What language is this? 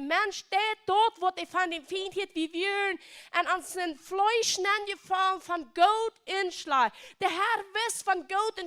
Plautdietsch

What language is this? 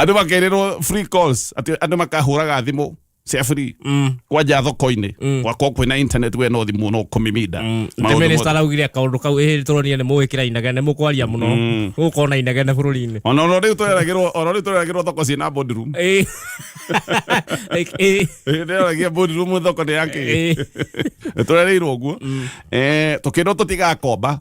Kikuyu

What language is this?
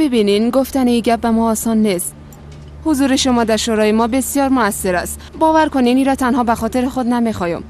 Persian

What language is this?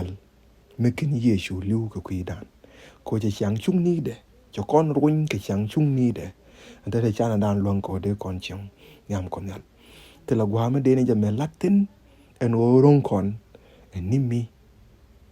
Nuer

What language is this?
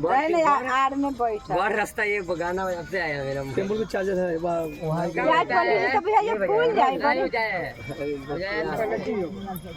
Maithili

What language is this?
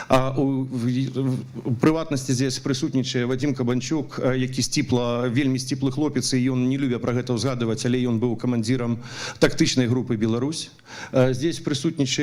Belarusian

